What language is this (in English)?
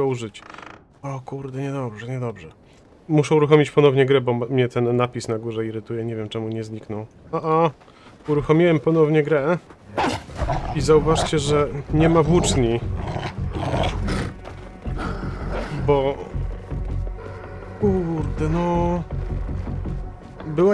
Polish